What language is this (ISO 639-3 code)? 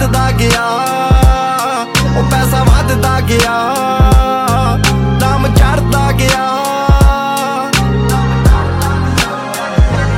pan